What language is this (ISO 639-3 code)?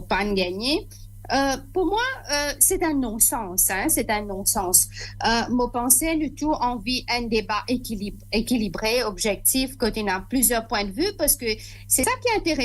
mfe